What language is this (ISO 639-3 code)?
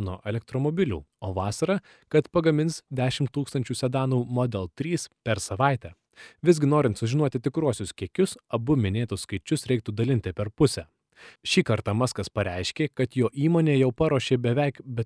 lit